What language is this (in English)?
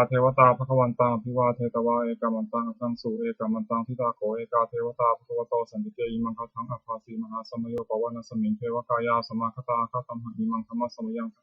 Pali